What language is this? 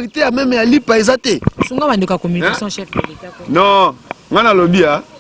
Lingala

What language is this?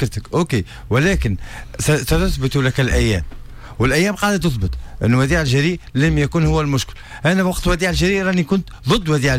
Tunisian Arabic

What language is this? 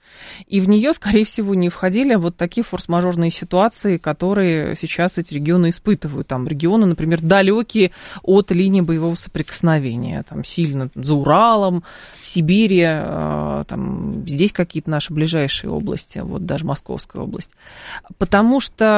Russian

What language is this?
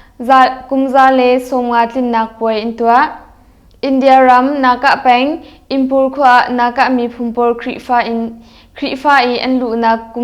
Hakha Chin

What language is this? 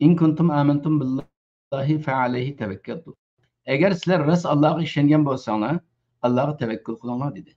Uyghur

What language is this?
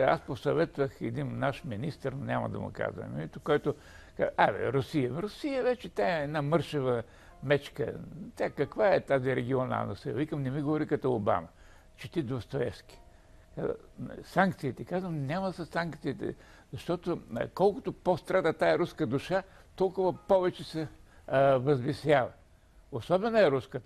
Bulgarian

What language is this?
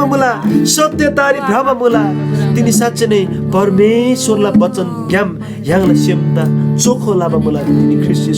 Eastern Tamang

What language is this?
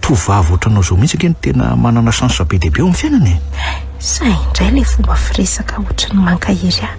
Malagasy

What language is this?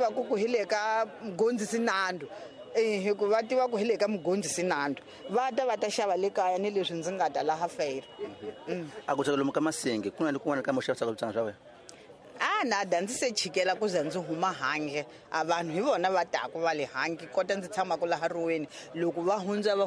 Tsonga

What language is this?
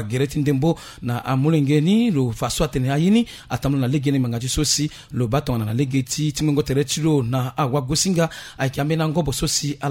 Sango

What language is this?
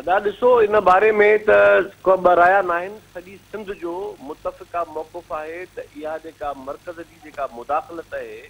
Sindhi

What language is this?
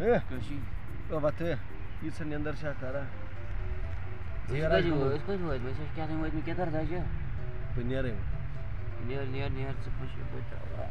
Kashmiri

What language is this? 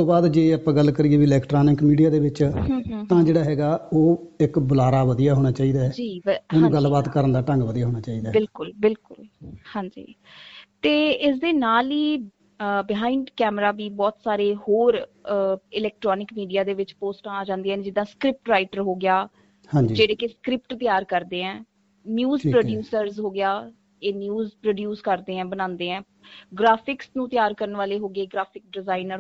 Punjabi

